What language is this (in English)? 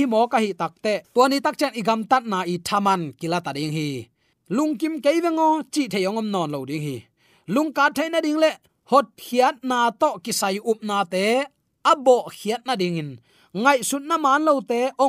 Tedim Chin